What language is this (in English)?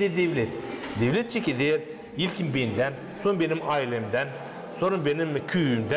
Gagauz